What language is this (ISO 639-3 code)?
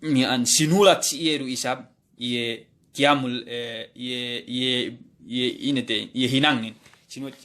yka